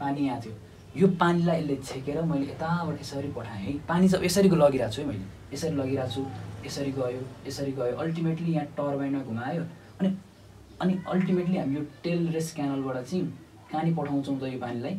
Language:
Nepali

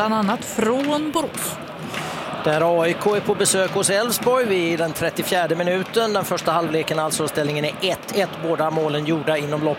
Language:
Swedish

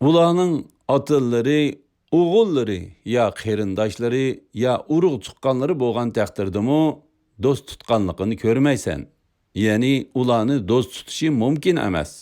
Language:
Uyghur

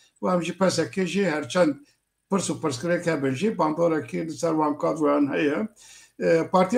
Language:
Kurdish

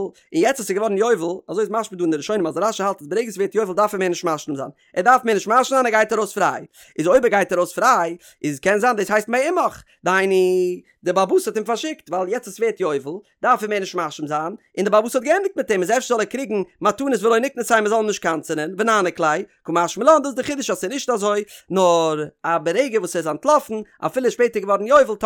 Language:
Yiddish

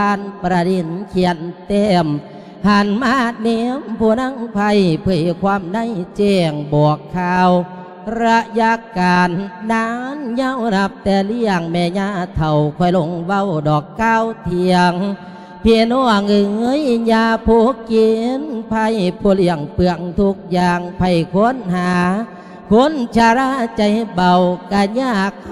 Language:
Lao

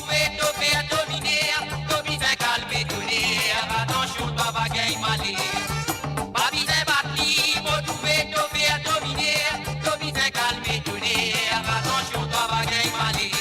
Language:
Morisyen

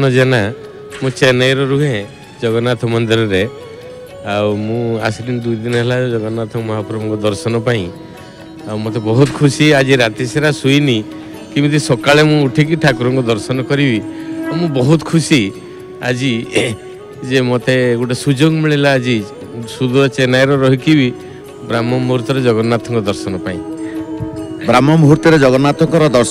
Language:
Odia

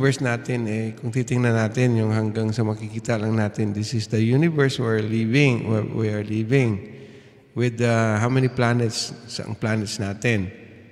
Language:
Filipino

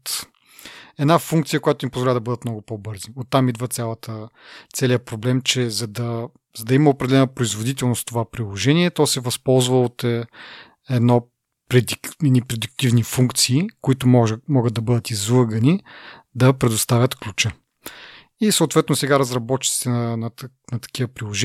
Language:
Bulgarian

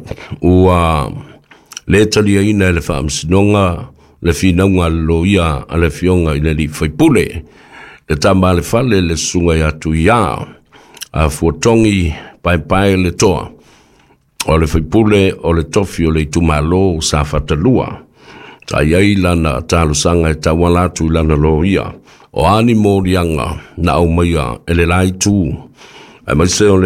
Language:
Samoan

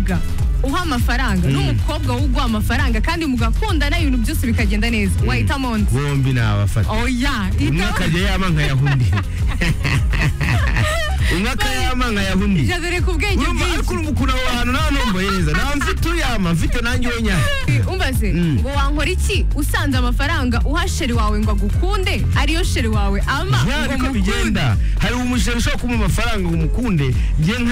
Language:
Kinyarwanda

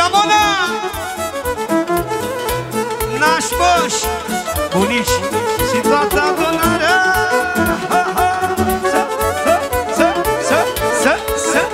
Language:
Romanian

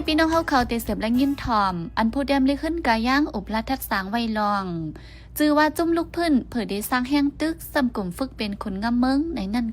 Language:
Shan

